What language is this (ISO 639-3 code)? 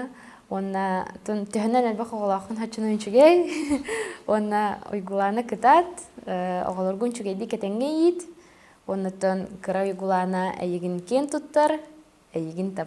sah